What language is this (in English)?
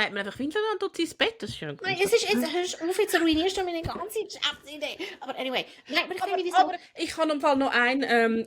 Swiss German